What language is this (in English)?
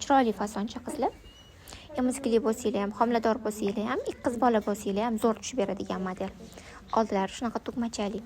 Uzbek